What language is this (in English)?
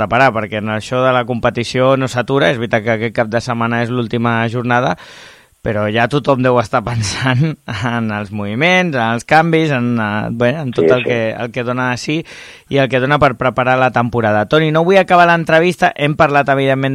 Catalan